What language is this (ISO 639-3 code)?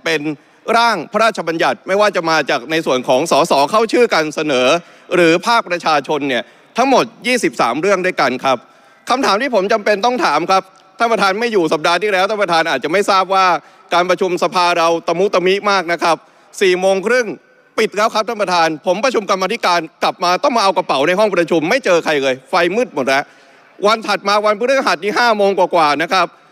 tha